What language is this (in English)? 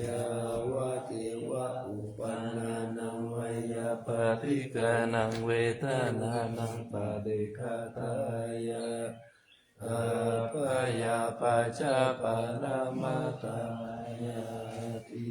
Pali